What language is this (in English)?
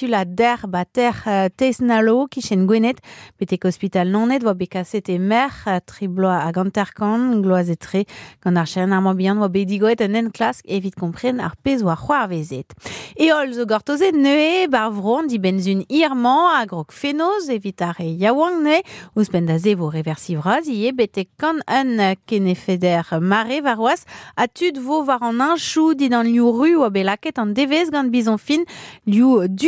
Breton